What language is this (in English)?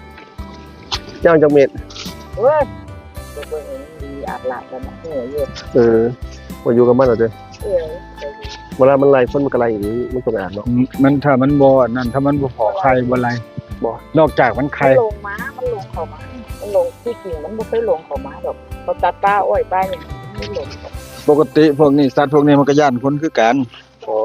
Northeastern Thai